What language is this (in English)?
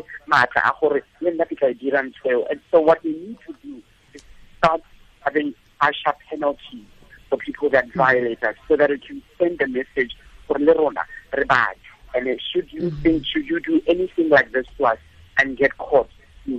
Tswana